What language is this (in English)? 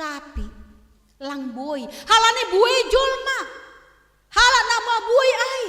Batak Simalungun